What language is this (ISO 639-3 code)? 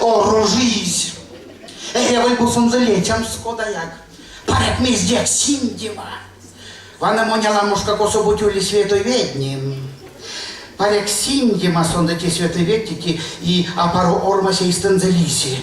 myv